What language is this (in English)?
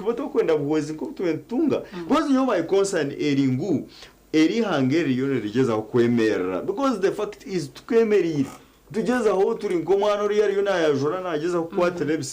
Nyankole